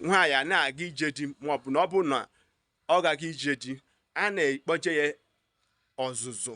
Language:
Igbo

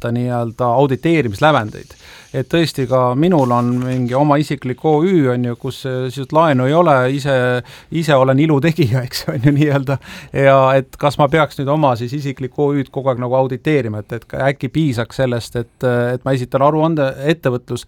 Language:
Estonian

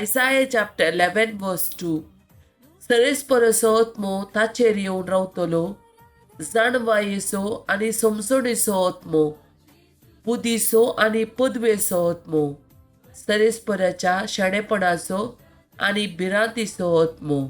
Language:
Konkani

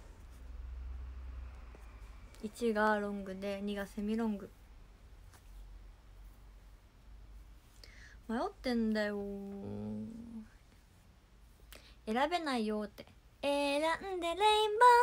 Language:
Japanese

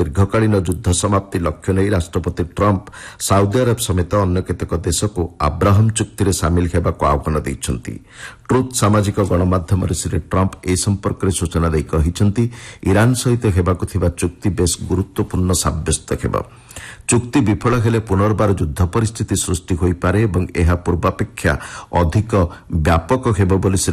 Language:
Odia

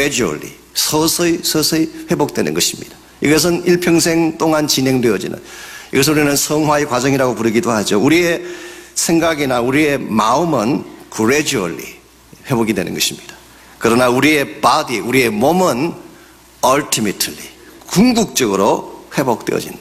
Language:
Korean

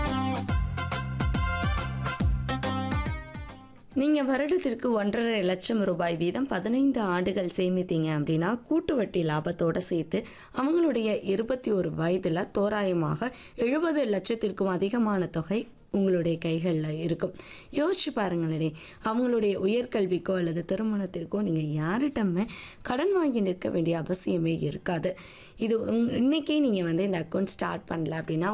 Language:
Tamil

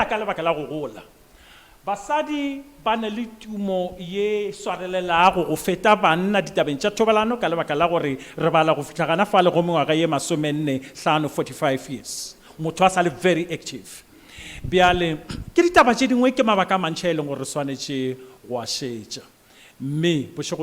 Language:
Northern Sotho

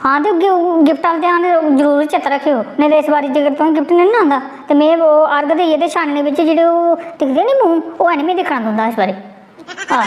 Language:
Dogri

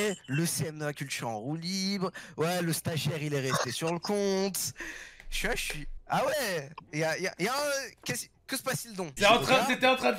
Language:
French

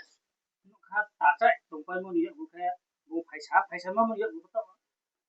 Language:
Riang (India)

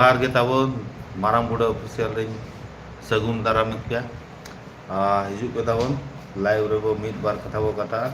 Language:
Santali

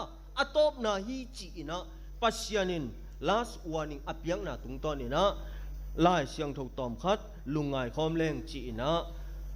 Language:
Tedim Chin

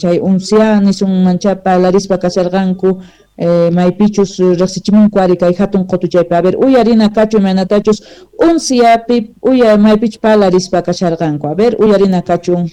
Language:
South Bolivian Quechua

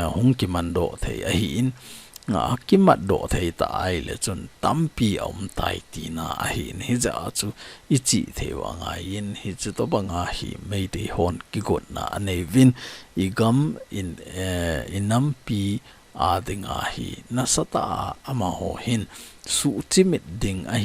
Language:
Thado Chin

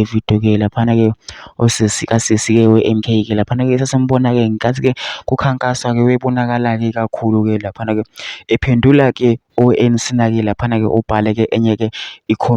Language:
Zulu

